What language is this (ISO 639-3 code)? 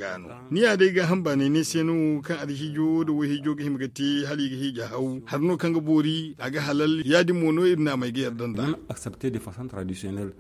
dje